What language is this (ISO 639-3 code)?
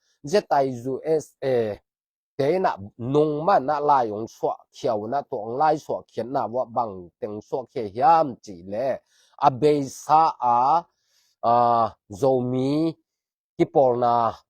ctd